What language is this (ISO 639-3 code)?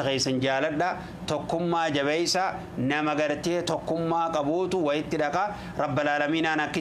orm